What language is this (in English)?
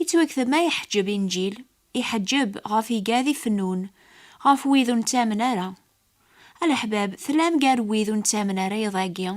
Kabyle